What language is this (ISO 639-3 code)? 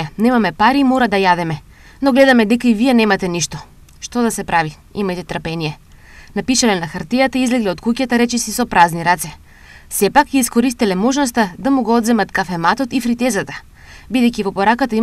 mkd